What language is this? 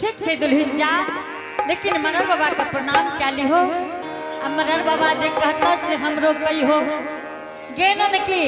Angika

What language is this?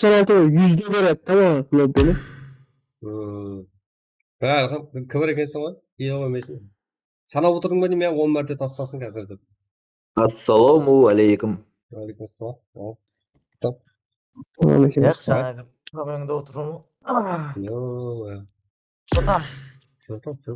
Kara-Kalpak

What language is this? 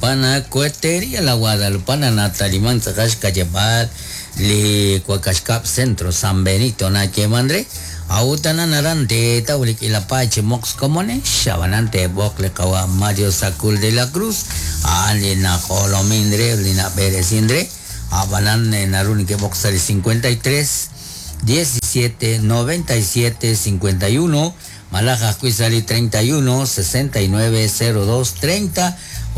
Kekchí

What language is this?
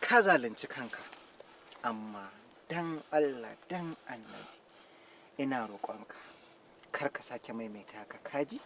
Hausa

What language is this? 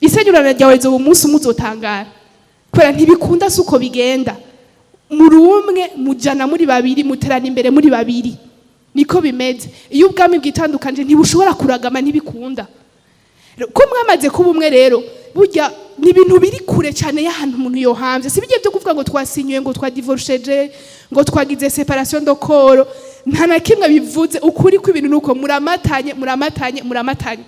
Rundi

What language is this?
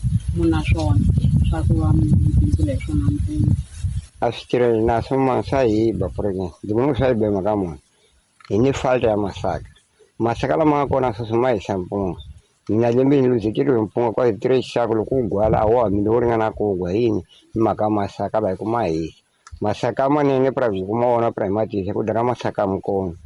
Tsonga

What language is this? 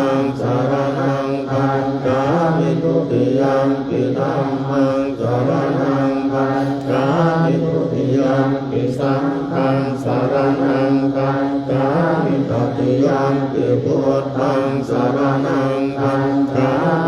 Pali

